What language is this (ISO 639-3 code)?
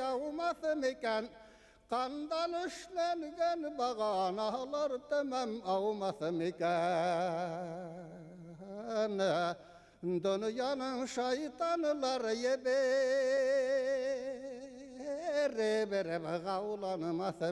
bak